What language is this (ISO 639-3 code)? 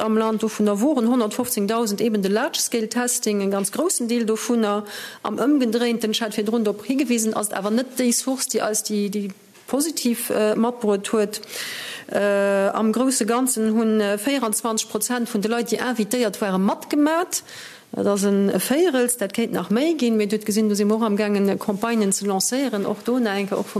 ltz